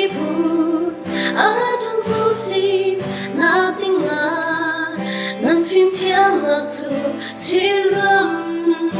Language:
Falam Chin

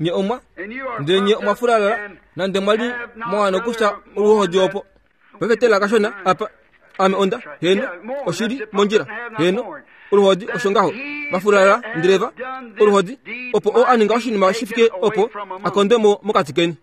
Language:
Kuanyama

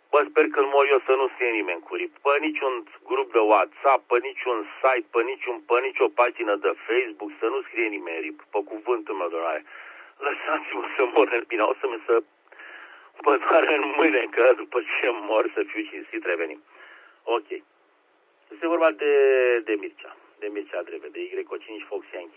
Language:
Romanian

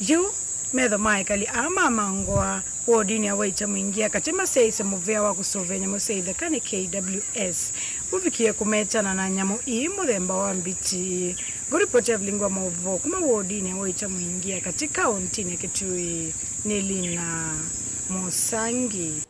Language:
Kamba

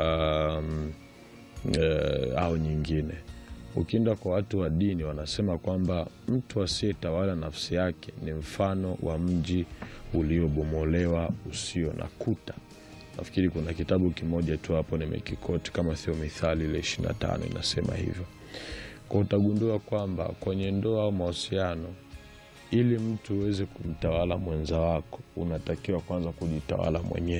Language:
Swahili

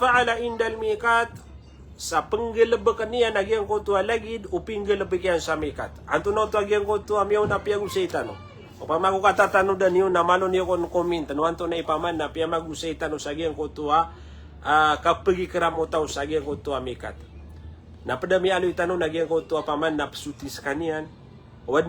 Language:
Maranao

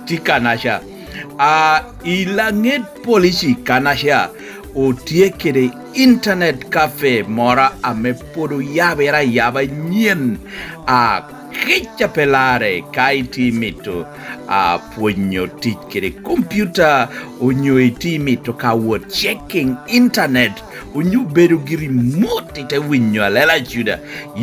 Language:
Lango (Uganda)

